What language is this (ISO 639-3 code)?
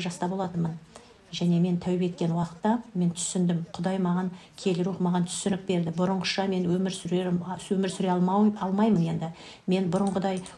kaz